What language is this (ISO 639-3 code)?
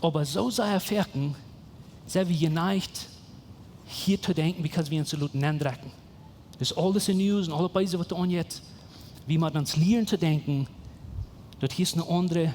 pdt